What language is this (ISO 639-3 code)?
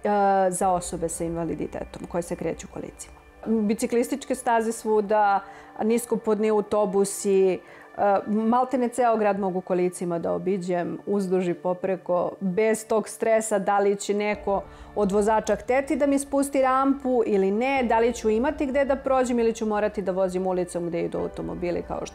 srp